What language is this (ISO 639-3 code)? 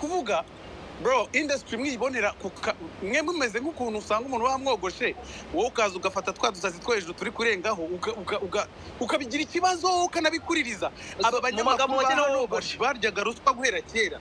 kin